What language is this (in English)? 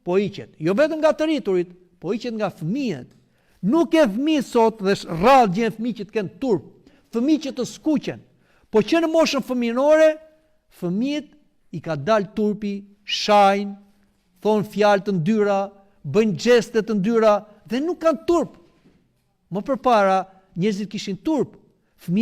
Albanian